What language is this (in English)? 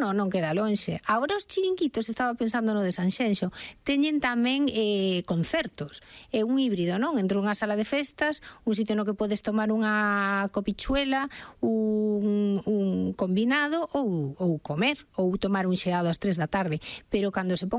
Galician